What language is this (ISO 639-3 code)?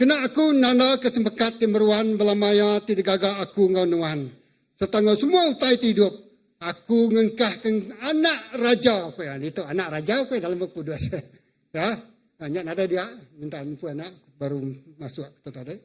iba